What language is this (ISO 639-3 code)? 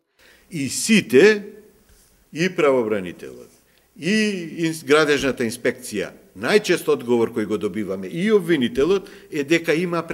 mkd